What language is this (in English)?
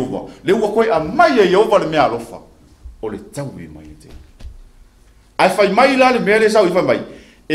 Samoan